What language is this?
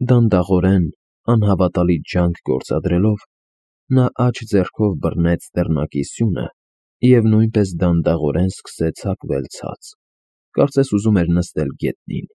Armenian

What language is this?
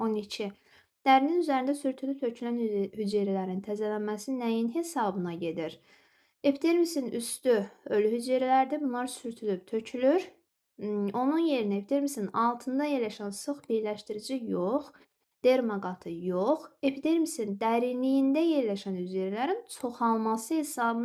Azerbaijani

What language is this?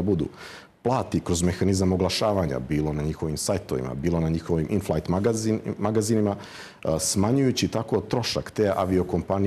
Croatian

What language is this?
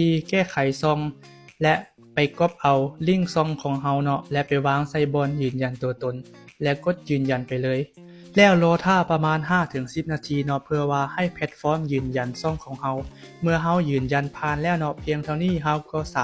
Lao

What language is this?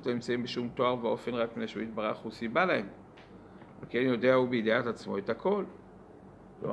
Hebrew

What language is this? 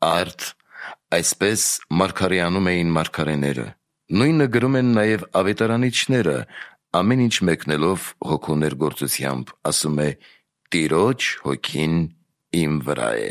Armenian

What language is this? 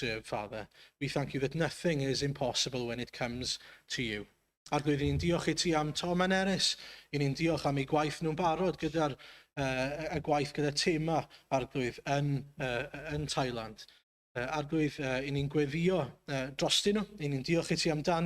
Welsh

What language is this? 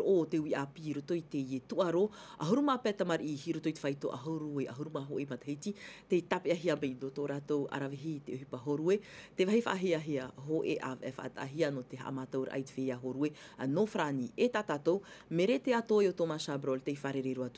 Tahitian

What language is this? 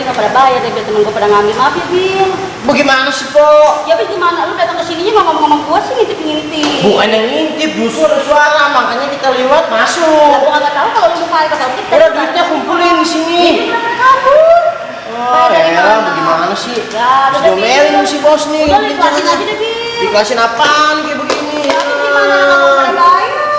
Betawi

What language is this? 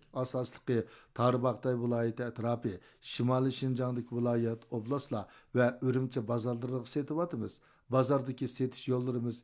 Uyghur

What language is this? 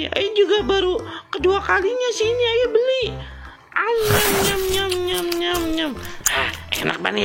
Betawi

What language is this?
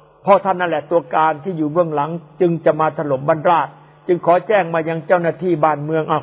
Thai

